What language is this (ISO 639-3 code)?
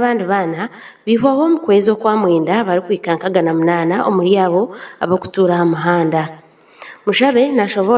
nyn